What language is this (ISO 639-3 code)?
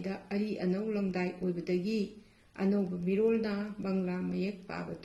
mni